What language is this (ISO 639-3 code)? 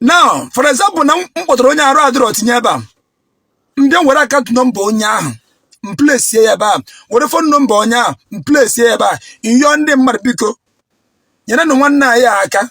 ibo